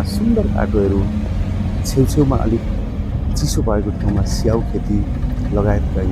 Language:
Nepali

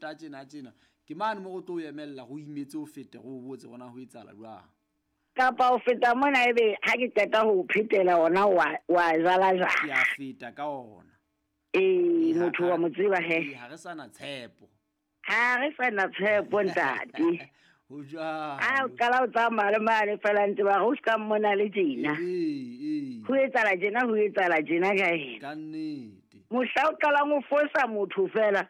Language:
Southern Sotho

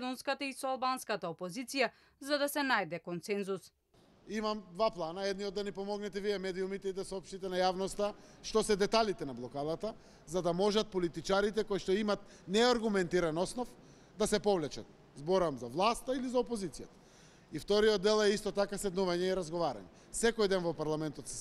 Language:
Macedonian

